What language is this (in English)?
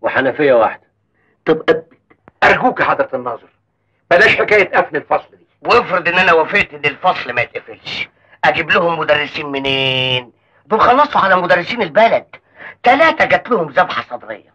Egyptian Arabic